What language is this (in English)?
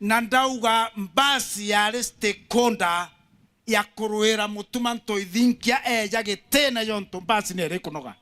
Meru